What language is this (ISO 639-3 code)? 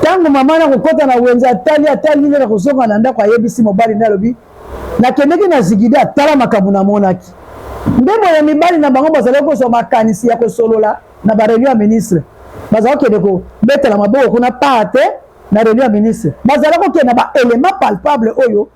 lin